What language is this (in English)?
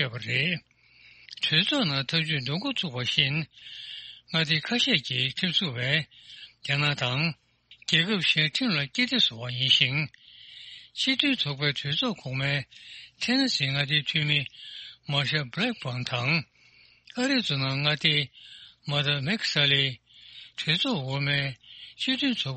Tibetan